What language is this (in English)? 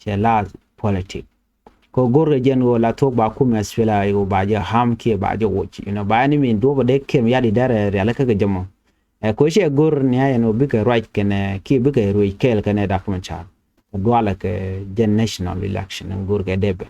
Nuer